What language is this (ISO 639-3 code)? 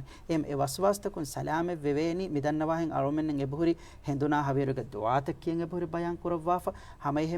div